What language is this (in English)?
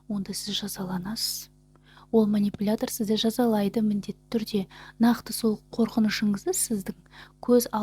Kazakh